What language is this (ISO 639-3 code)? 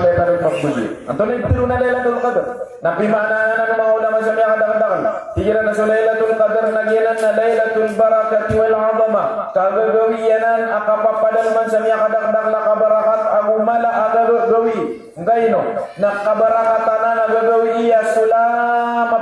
mrw